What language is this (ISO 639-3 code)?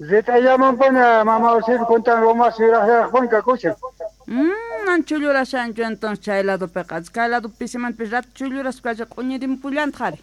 quh